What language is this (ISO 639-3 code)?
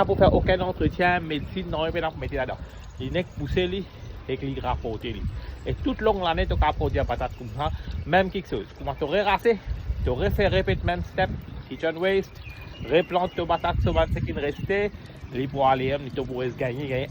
mfe